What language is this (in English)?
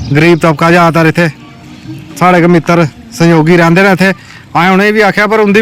Dogri